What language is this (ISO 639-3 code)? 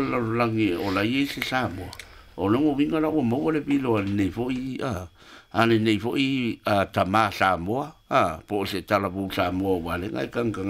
smo